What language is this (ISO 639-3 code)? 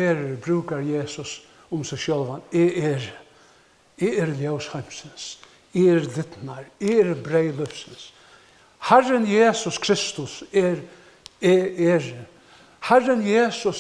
fao